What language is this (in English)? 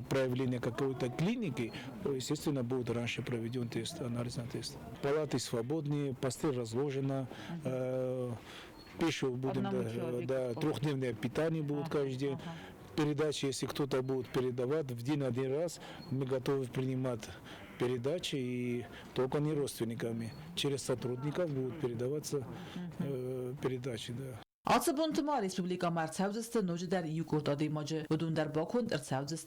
Ossetic